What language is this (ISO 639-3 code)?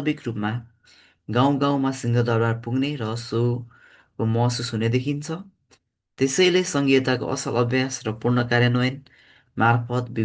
nep